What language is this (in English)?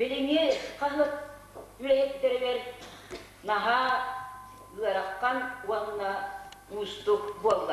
Yakut